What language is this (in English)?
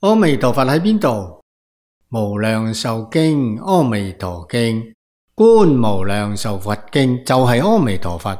Cantonese